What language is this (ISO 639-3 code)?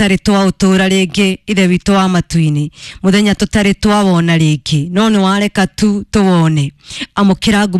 kik